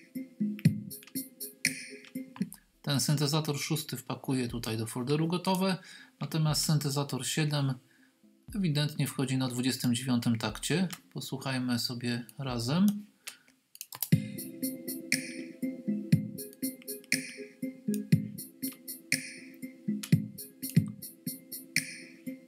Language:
Polish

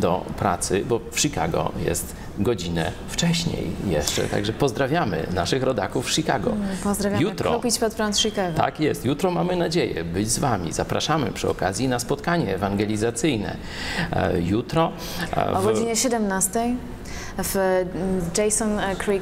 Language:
Polish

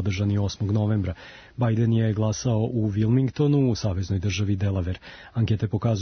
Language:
Serbian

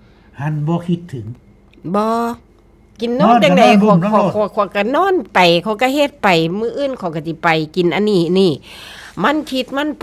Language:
Northeastern Thai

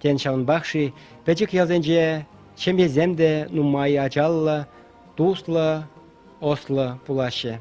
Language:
Chuvash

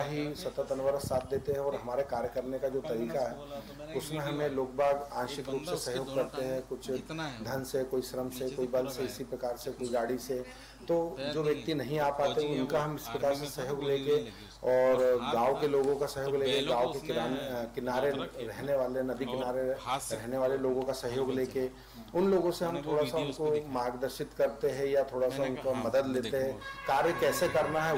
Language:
Hindi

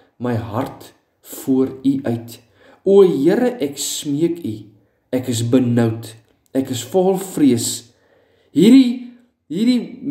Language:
Afrikaans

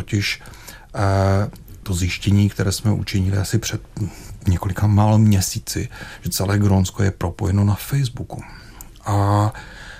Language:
Czech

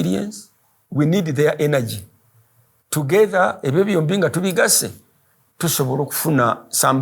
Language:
Ganda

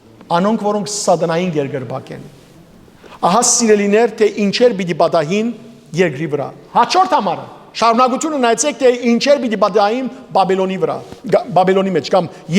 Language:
Western Armenian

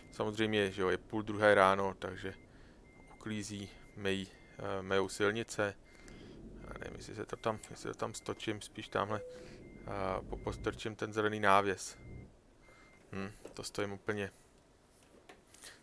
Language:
Czech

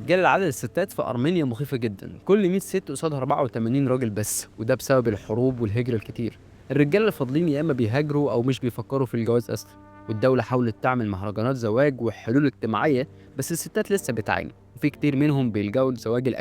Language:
Egyptian Arabic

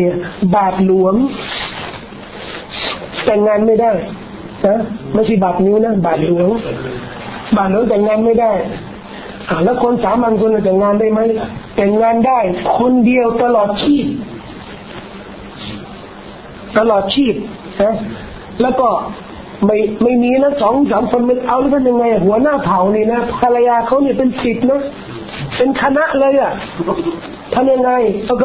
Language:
Thai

